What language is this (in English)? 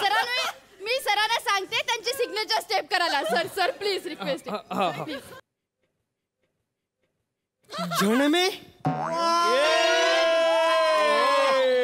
Marathi